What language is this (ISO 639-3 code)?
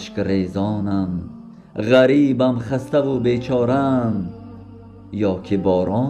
tgk